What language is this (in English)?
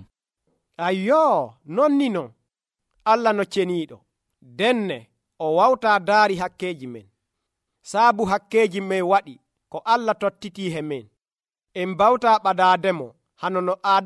Nigerian Fulfulde